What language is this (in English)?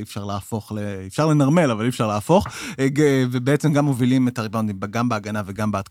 Hebrew